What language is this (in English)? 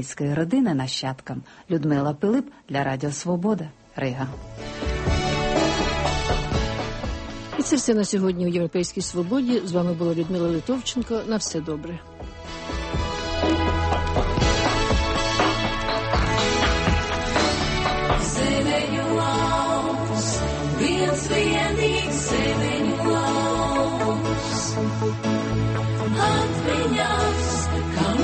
Ukrainian